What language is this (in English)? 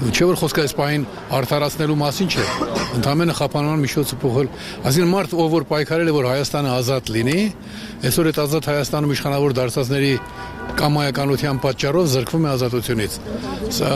Armenian